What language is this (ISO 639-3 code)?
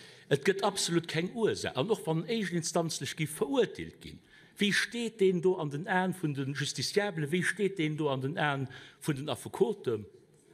ltz